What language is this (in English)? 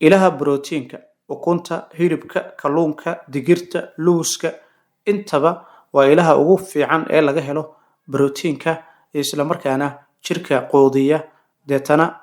Somali